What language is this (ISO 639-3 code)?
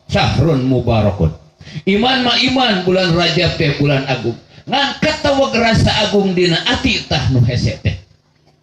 sun